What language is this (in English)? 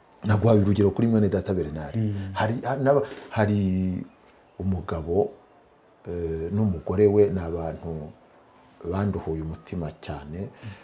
Kinyarwanda